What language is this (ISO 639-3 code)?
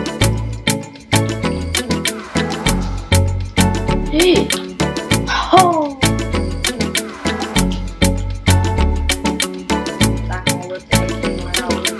ron